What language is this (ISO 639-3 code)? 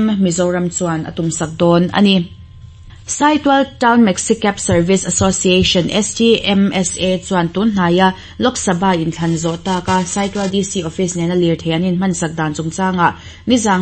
lus